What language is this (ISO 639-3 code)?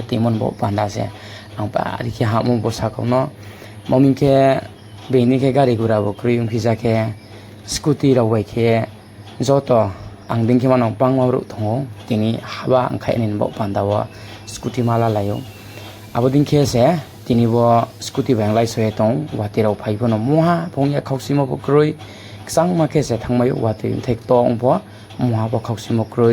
ria